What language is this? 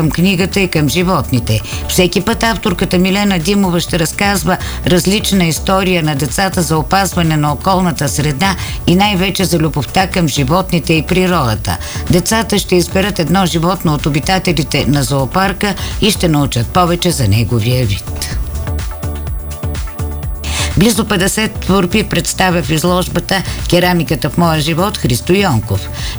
Bulgarian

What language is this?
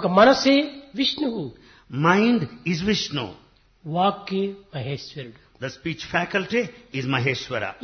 Telugu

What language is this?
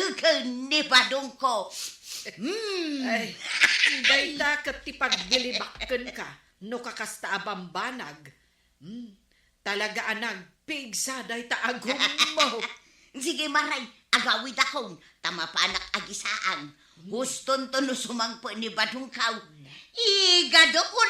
Iloko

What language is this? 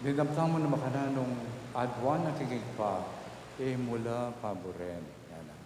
Pampanga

